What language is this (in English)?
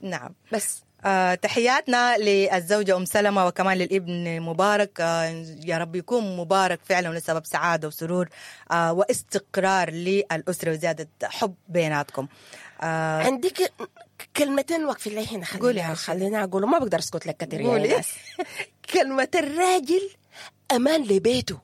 Sudanese Arabic